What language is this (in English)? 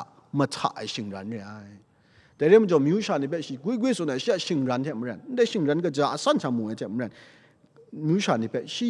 Kachin